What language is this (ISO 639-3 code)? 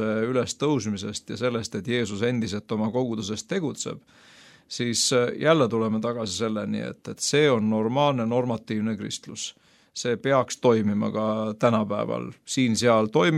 est